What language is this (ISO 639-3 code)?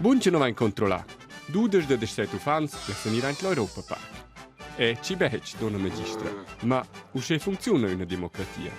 roh